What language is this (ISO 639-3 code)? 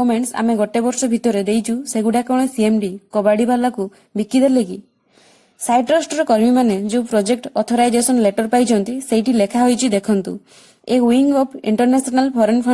ori